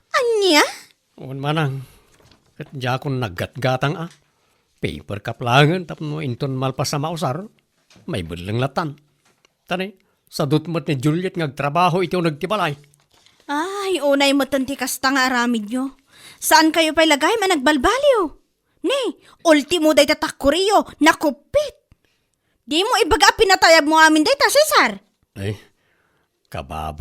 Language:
Iloko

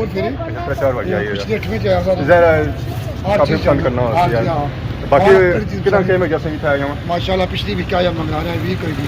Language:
Pahari-Potwari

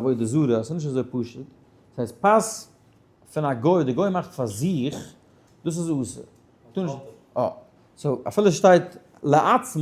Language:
Yiddish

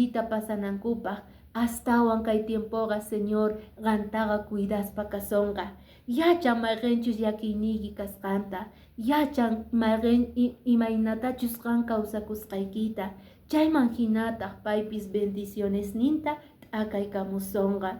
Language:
Quechua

